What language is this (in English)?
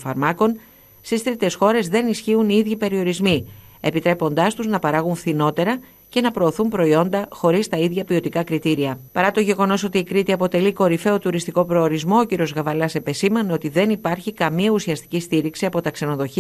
Greek